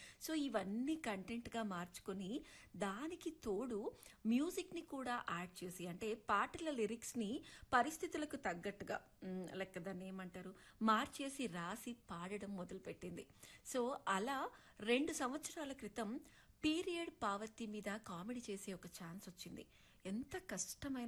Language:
Telugu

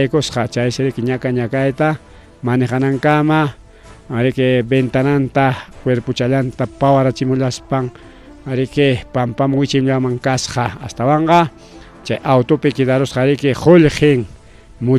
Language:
Ayacucho Quechua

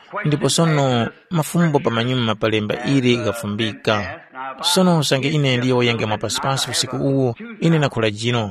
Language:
Tumbuka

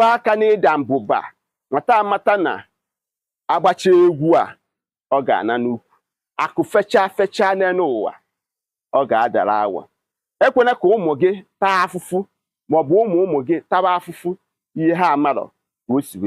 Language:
Igbo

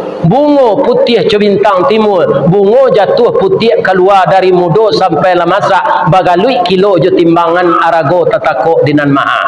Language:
Minangkabau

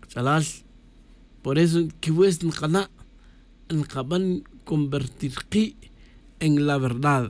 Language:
Tz'utujil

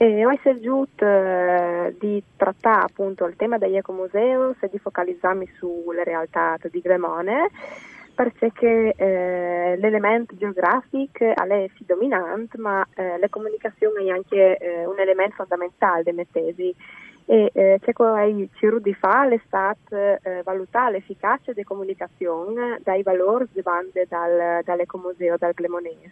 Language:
Friulian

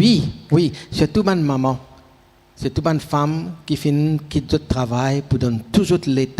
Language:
Morisyen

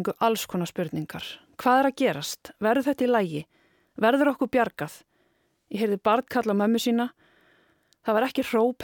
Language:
Icelandic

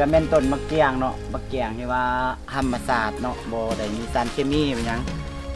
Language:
Lao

